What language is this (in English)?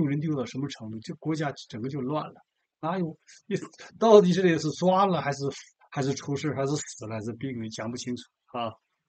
Chinese